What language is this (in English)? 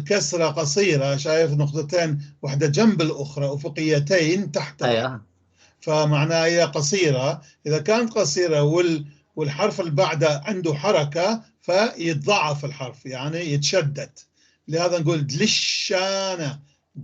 North Levantine Arabic